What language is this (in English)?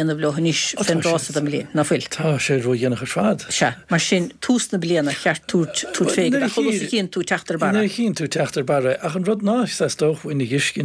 Irish